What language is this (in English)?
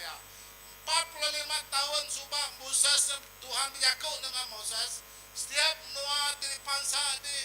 Iban